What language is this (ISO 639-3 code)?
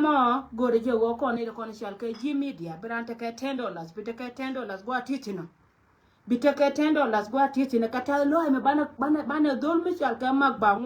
nus